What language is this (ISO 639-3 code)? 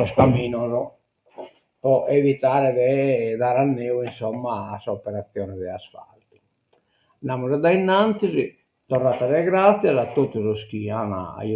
srd